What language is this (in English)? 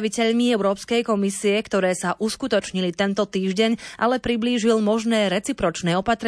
Slovak